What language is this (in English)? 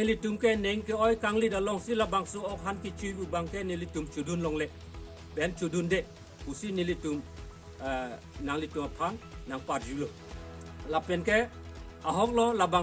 Karbi